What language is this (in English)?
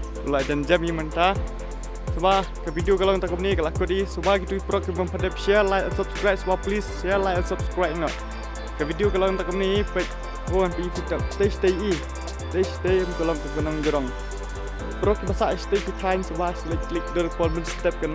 Khasi